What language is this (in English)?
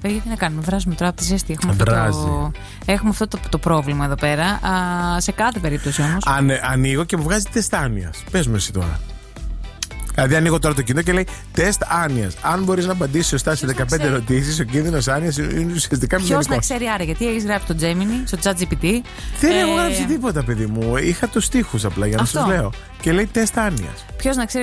Greek